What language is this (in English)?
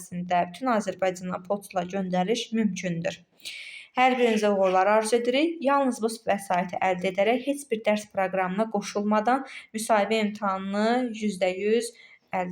Azerbaijani